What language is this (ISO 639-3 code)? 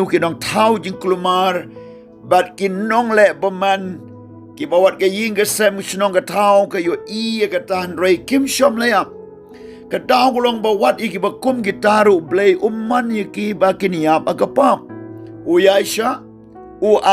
kha